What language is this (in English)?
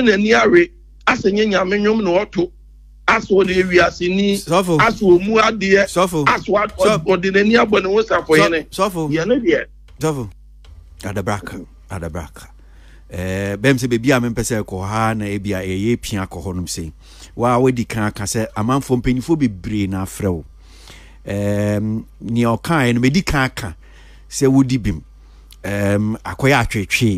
Akan